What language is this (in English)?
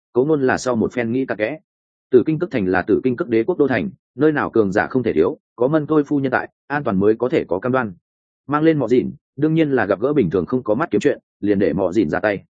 Vietnamese